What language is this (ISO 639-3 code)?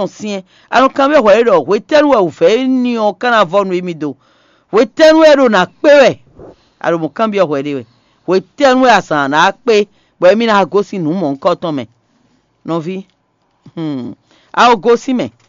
fon